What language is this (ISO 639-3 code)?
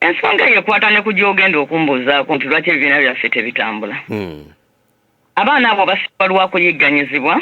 lug